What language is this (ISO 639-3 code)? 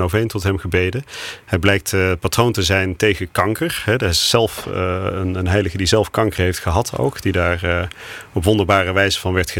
nld